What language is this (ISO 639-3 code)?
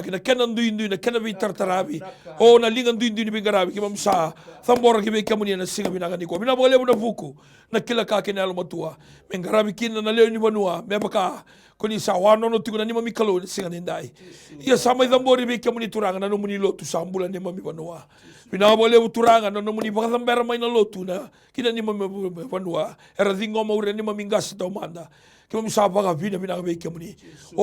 fij